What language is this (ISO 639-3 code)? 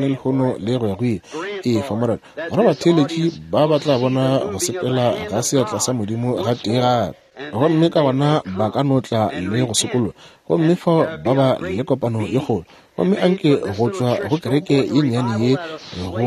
nso